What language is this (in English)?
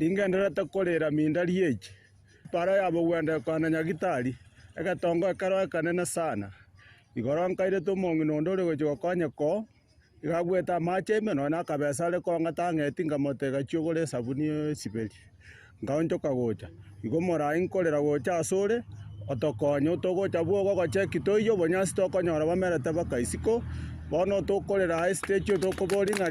Gusii